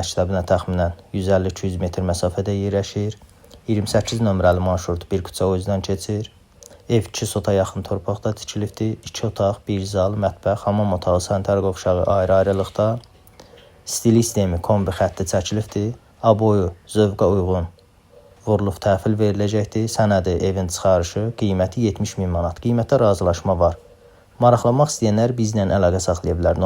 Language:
Azerbaijani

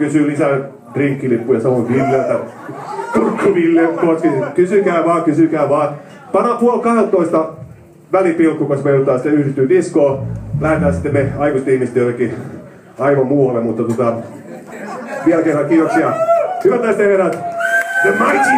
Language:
Finnish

